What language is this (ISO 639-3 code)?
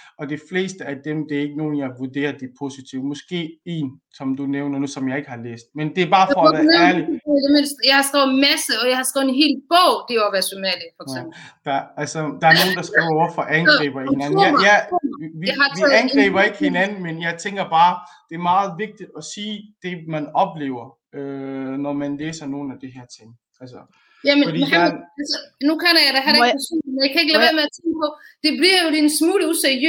dan